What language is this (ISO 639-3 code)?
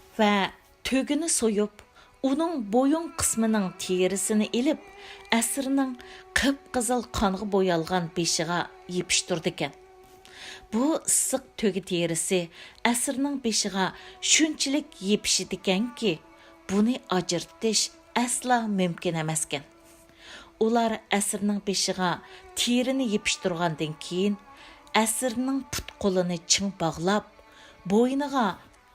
uig